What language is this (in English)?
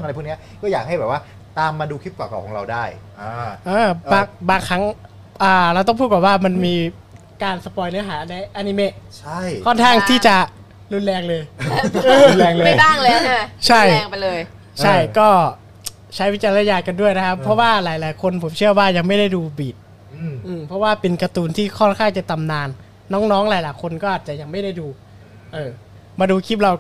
Thai